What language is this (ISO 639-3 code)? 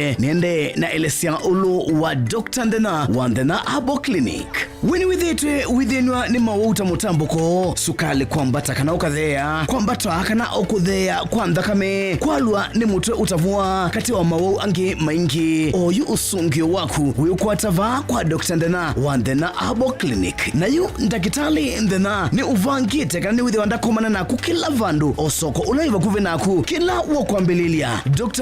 kam